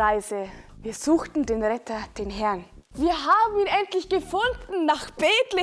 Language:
Bavarian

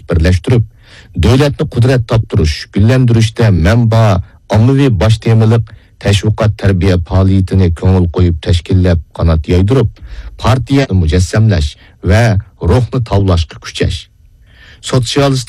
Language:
Uyghur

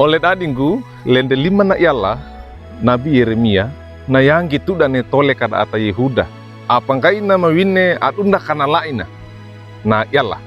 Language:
Wejewa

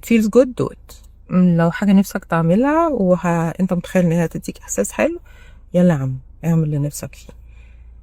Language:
Egyptian Arabic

